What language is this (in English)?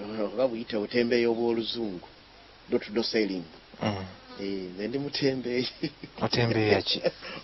Ganda